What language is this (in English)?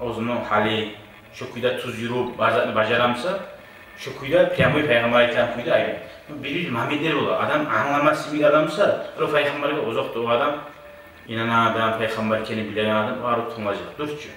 Kumyk